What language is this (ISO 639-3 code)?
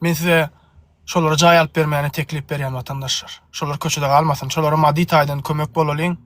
tuk